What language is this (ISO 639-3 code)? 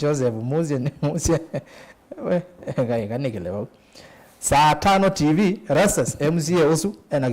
kam